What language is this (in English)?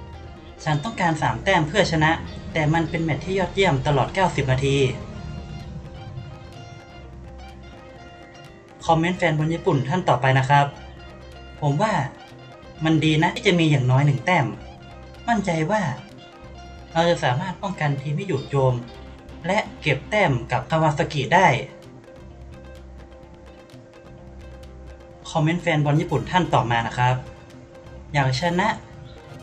Thai